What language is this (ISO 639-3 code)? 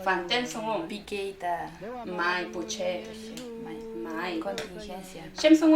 arn